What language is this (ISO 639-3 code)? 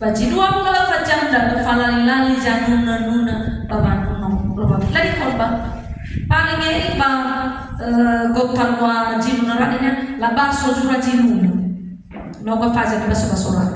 nia